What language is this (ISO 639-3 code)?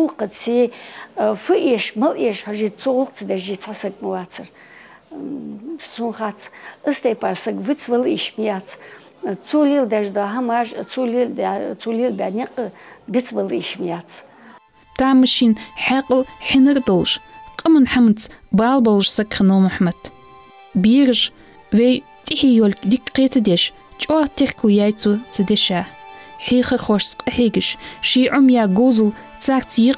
inh